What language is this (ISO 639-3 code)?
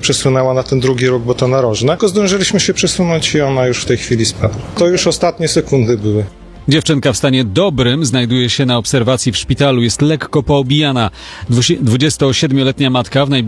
pol